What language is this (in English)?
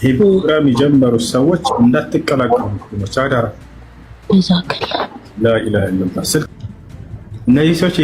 Amharic